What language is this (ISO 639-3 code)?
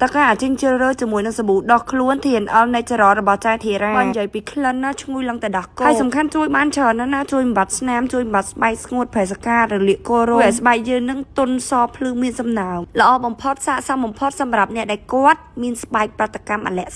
khm